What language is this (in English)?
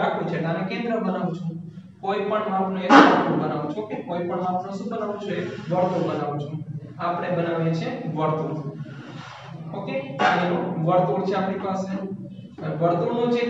Gujarati